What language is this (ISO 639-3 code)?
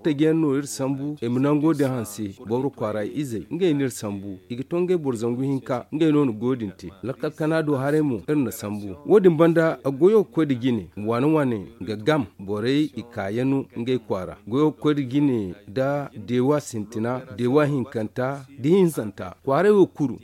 dje